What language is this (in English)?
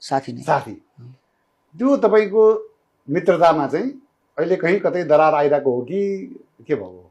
Nepali